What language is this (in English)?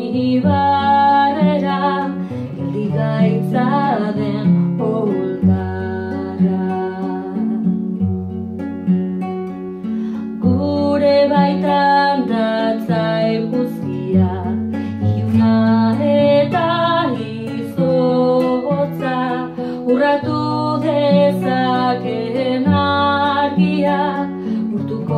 Basque